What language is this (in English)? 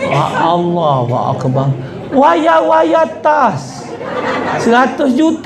Musi